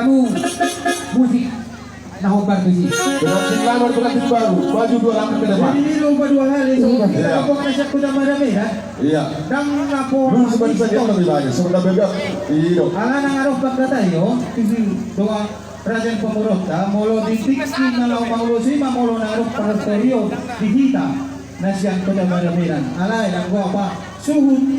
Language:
Batak Toba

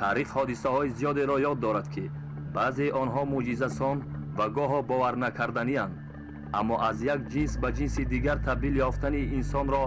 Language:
Tajik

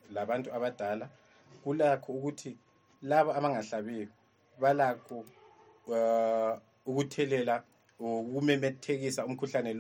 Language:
North Ndebele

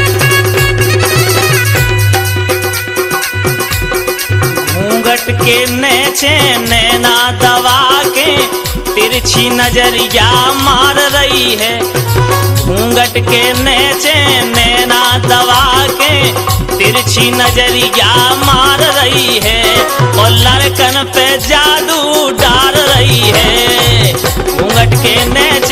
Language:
Bundeli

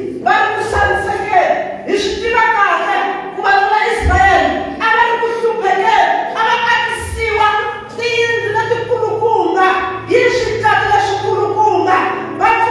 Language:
Tsonga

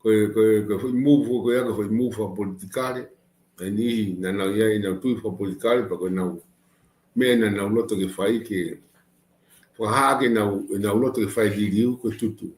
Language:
Tongan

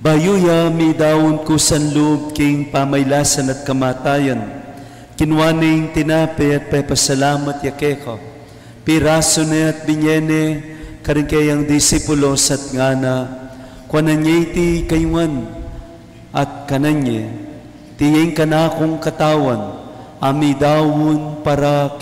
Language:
Pampanga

